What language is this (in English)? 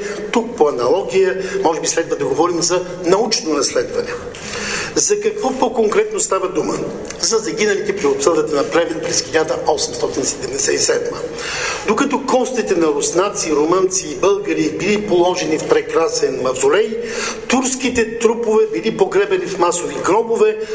Bulgarian